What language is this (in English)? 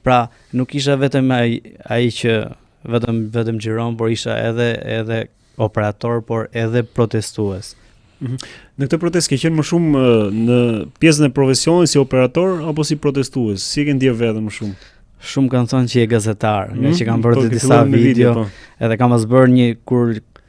Albanian